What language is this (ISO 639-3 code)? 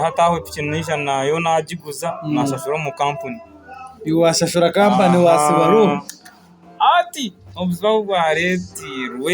nyn